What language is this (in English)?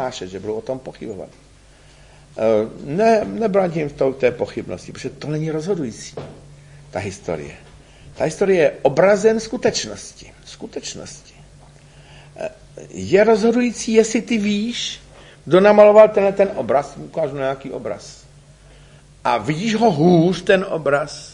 Czech